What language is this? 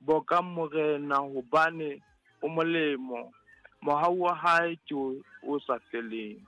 Southern Sotho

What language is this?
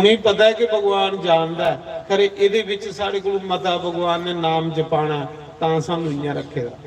Dogri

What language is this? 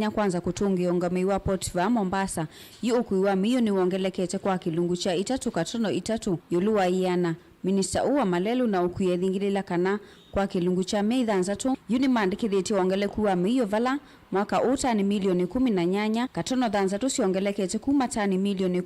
Kamba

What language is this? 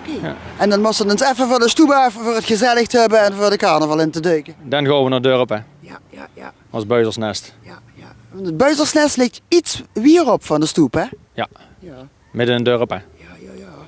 Limburgish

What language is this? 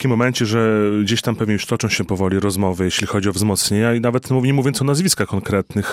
Polish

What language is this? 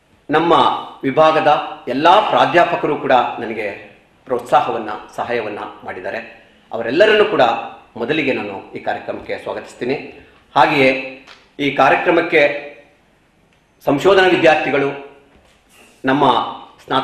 Kannada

